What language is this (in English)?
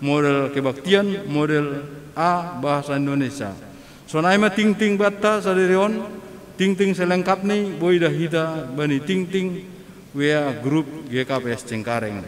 Batak Simalungun